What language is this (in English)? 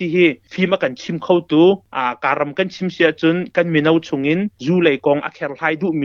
Hakha Chin